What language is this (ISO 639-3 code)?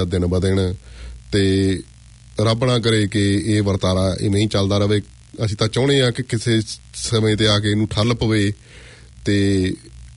pan